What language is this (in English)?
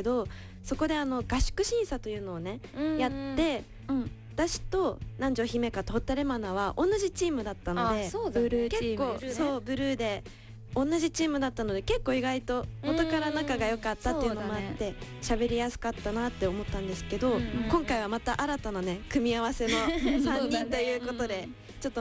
Japanese